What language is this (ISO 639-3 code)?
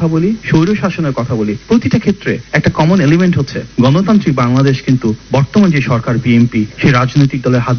ben